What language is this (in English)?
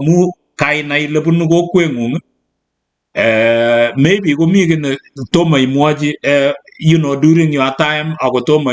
Kalenjin